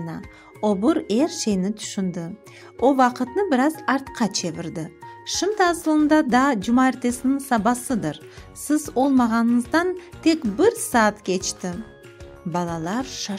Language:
Crimean Tatar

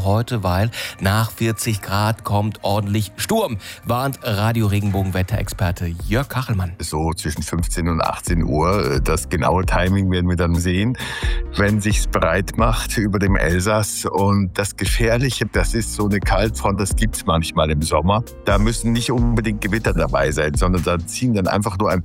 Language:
German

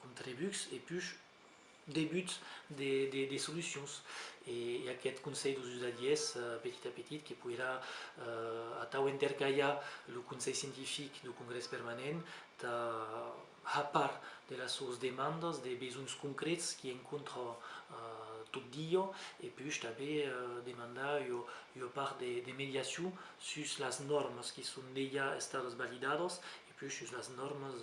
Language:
Occitan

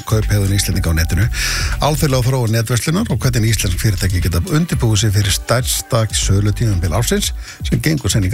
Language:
Icelandic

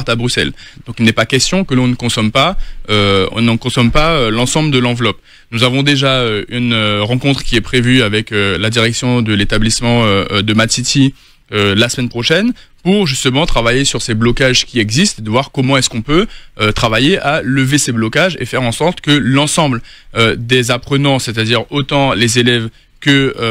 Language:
French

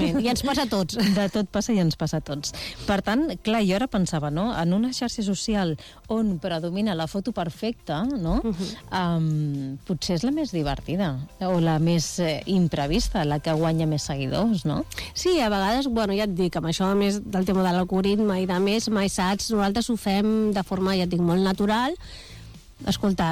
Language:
Catalan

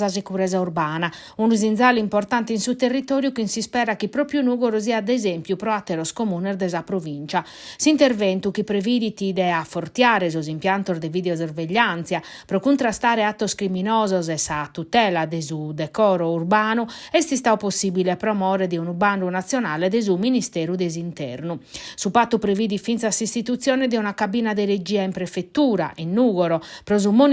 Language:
Sardinian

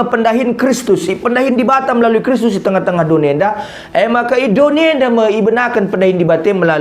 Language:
Batak Karo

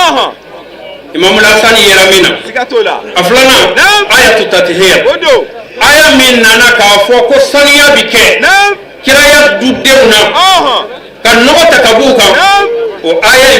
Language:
Bambara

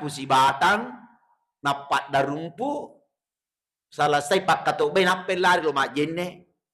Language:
Buginese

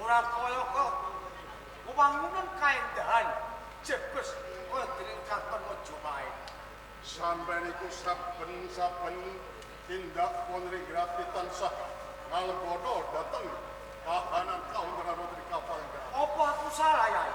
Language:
Javanese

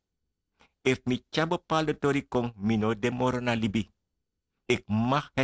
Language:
Sranan Tongo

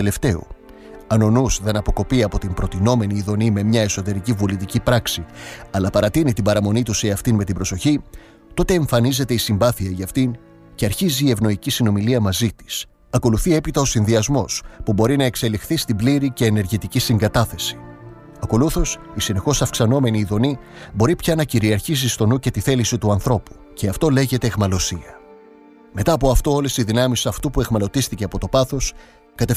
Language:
Greek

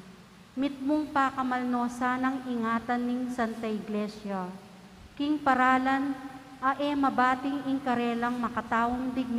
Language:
Pampanga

